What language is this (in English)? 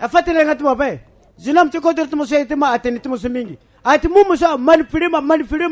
Sango